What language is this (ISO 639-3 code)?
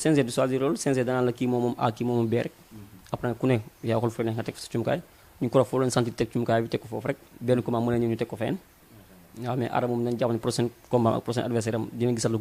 wol